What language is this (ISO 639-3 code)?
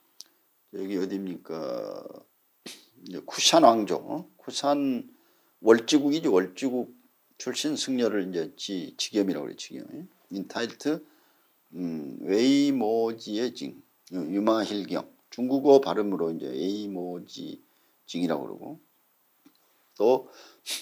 kor